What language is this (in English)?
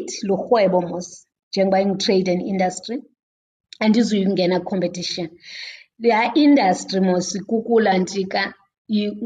Xhosa